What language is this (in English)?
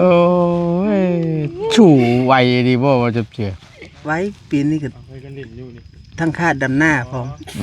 Northeastern Thai